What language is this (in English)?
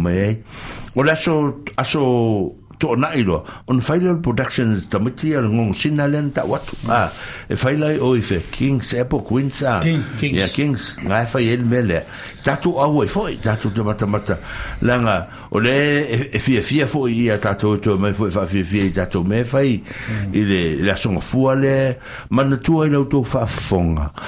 Samoan